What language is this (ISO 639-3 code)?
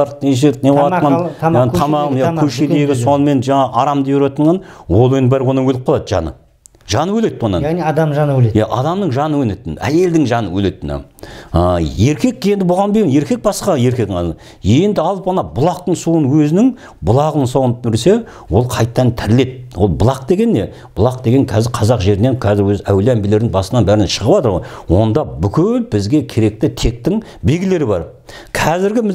kaz